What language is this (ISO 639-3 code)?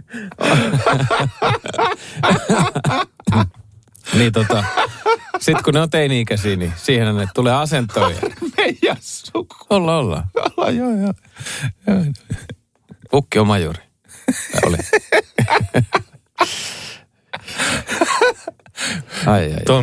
fin